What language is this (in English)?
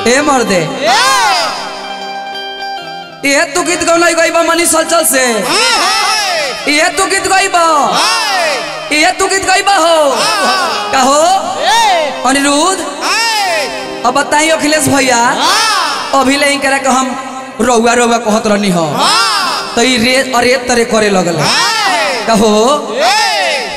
Bhojpuri